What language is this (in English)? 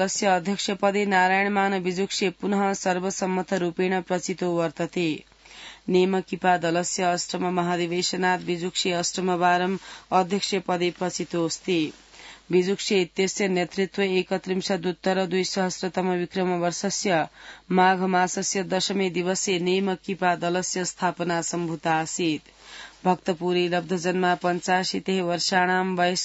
Sanskrit